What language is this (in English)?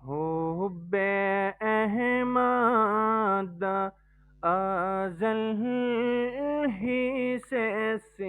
Gujari